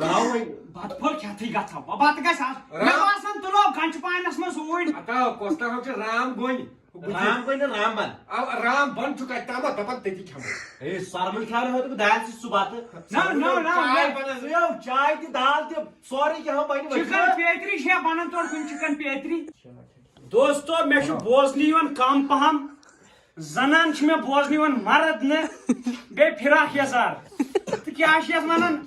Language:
Kashmiri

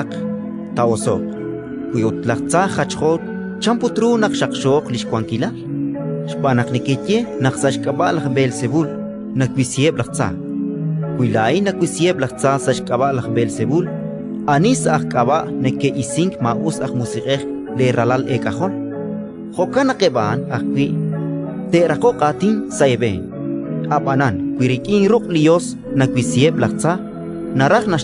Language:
Kekchí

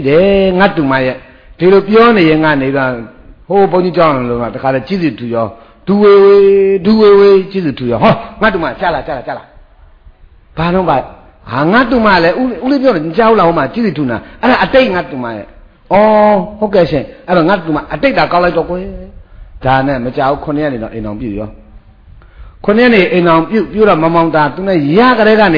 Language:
Burmese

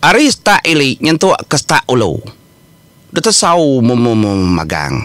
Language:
Iban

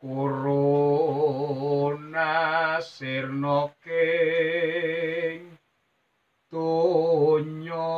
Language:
Javanese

